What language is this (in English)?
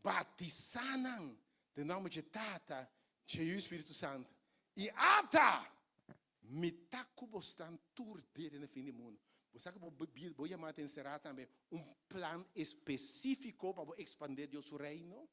Papiamento